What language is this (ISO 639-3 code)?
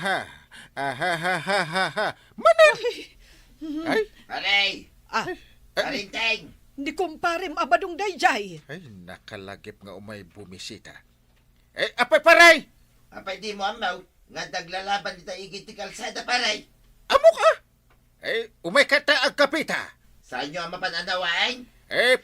ilo